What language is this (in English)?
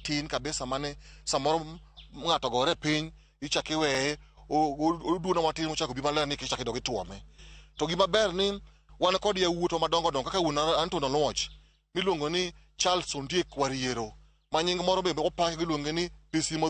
Luo (Kenya and Tanzania)